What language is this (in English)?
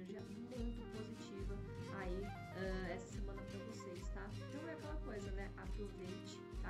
Portuguese